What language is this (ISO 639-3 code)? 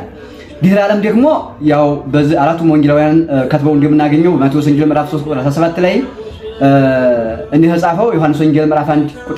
amh